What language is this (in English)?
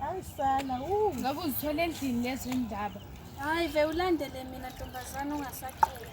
Zulu